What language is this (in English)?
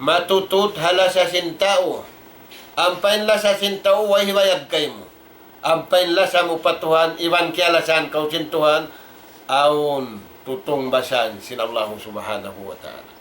Tausug